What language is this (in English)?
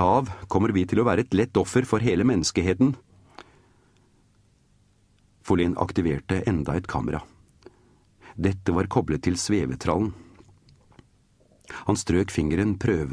Norwegian